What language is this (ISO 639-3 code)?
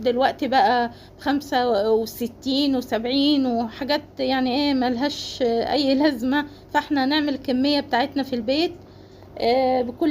arz